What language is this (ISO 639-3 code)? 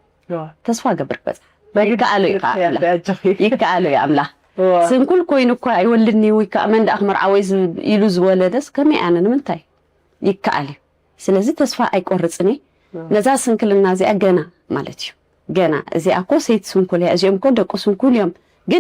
tir